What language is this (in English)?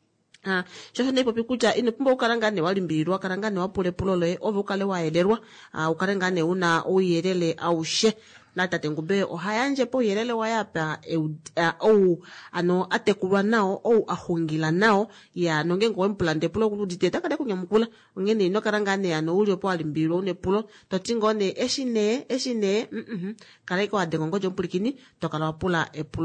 Kuanyama